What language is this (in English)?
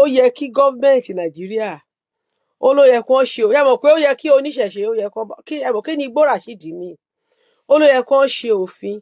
Yoruba